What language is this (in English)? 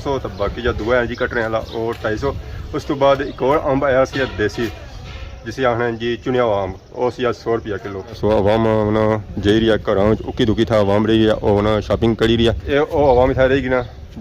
Pahari-Potwari